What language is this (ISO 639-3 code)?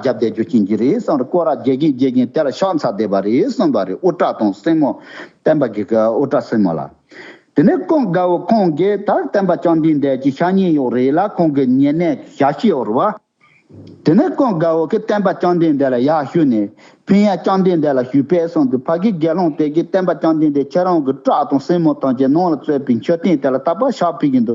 bod